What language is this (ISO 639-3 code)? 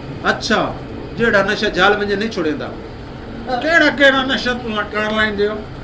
skr